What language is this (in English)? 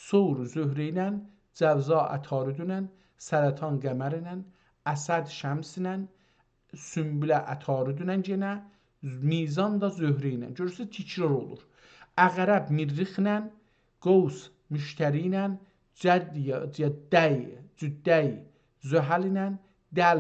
South Azerbaijani